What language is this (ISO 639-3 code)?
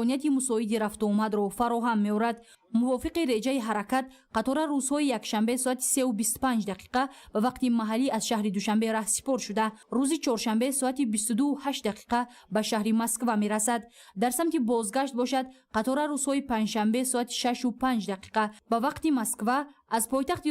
tgk